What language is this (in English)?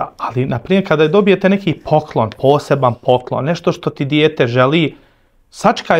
Bosnian